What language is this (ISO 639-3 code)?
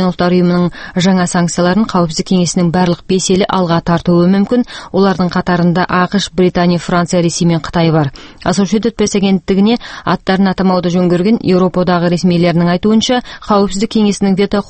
kaz